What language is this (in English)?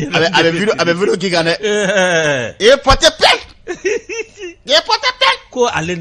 Bambara